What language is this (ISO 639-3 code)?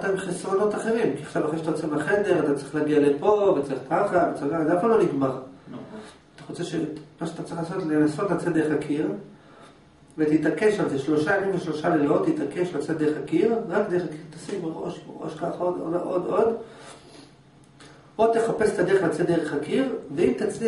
heb